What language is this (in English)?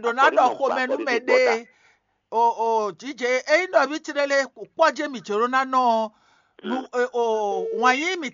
Fon